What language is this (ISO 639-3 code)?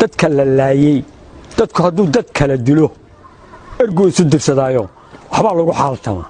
som